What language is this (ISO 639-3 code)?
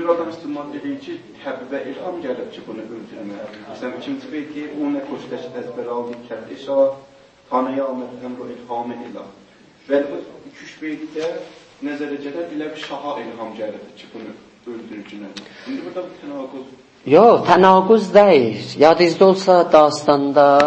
azb